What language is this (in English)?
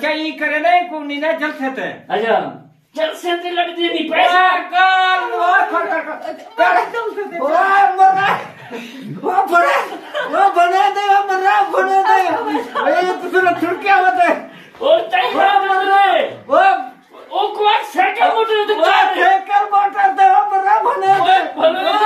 Saraiki